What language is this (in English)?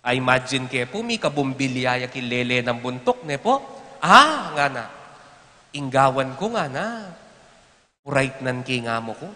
Pampanga